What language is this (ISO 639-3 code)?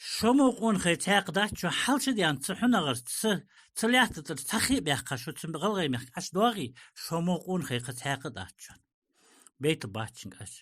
inh